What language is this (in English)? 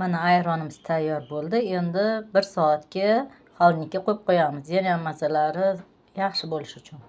Uzbek